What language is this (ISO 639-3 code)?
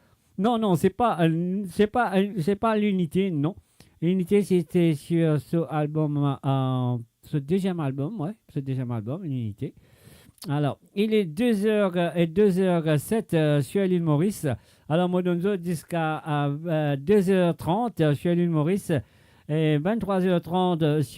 mfe